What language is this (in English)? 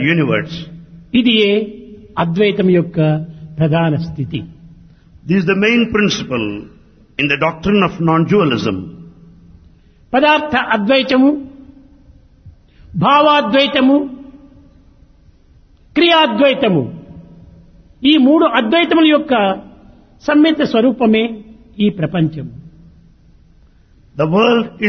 Telugu